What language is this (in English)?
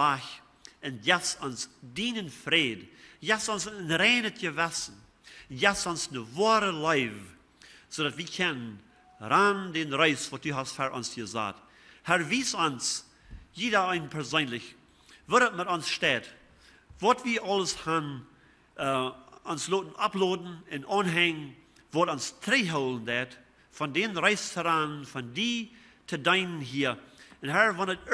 Plautdietsch